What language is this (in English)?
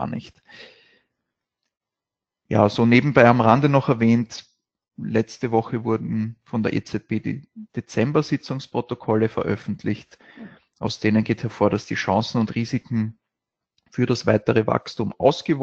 German